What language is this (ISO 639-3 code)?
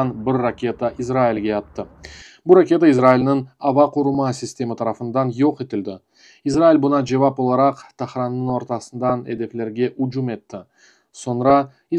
crh